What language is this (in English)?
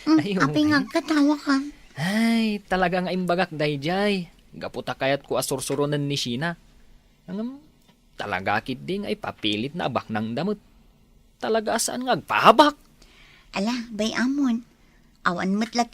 Iloko